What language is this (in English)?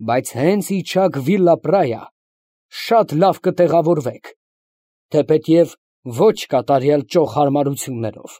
Armenian